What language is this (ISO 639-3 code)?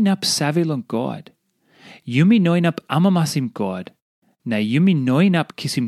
tpi